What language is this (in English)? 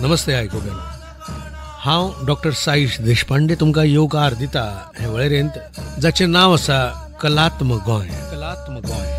Konkani